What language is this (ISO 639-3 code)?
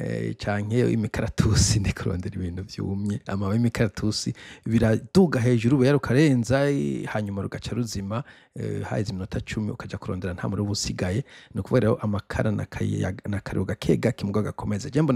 run